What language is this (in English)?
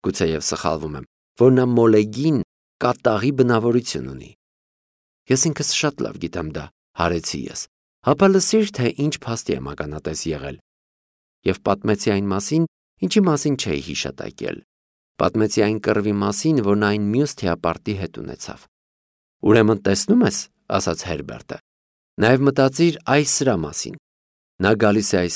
Armenian